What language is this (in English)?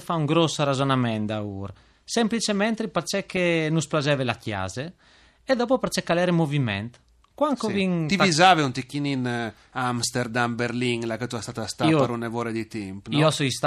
Friulian